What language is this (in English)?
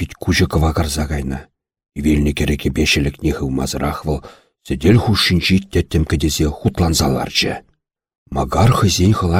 Chuvash